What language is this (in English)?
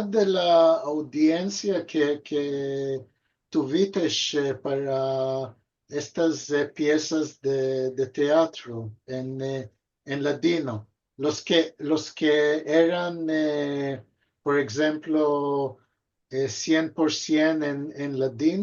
Ladino